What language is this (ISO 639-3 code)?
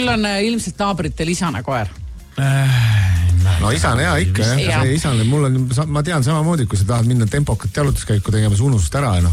est